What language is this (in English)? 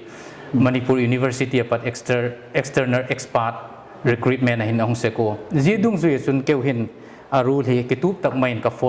Paite Chin